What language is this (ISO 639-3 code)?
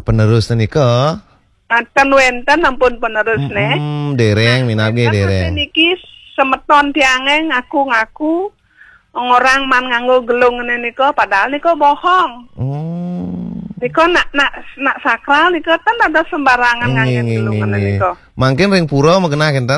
ban